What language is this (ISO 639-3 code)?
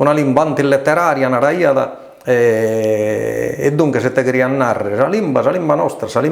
srd